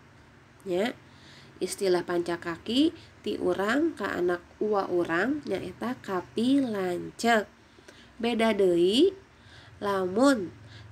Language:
Sundanese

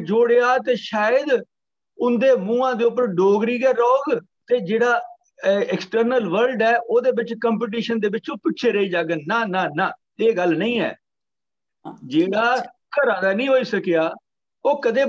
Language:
Dogri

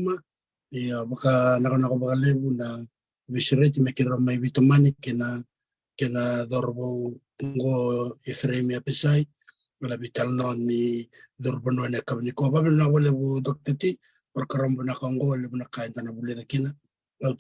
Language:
Fijian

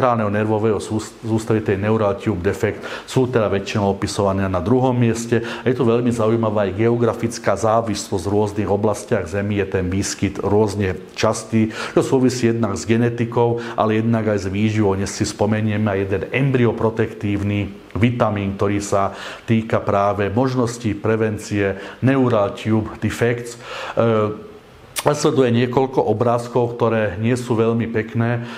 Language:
Slovak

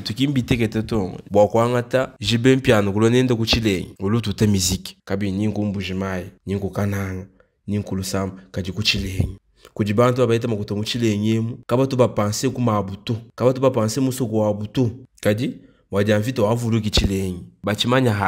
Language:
Luba-Lulua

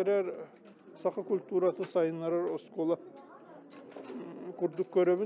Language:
Yakut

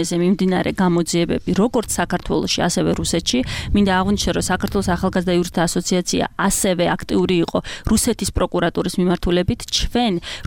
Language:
Georgian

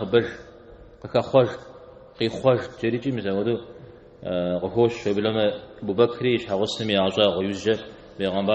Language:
Kabardian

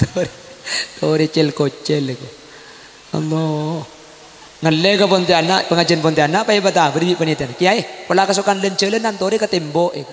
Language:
Madurese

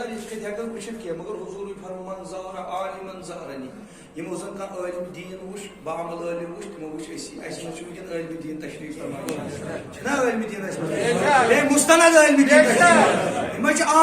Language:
Kashmiri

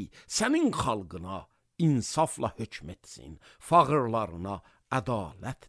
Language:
Azerbaijani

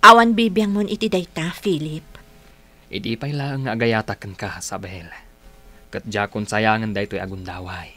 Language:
Iloko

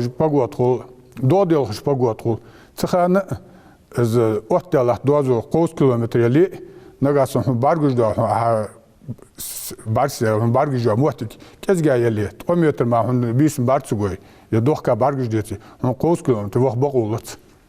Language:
Ingush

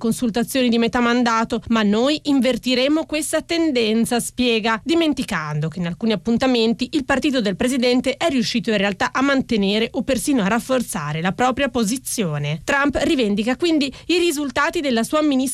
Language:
Italian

